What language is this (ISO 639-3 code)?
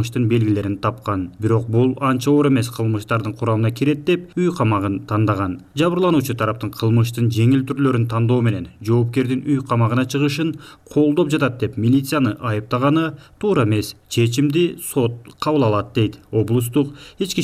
kir